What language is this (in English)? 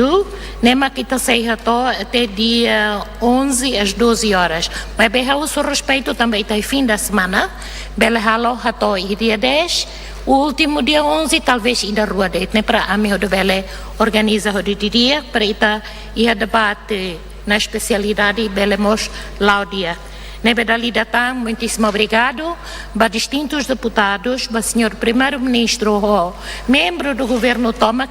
Tetum